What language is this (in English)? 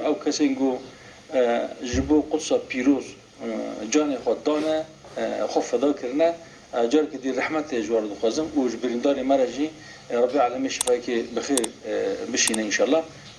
Kurdish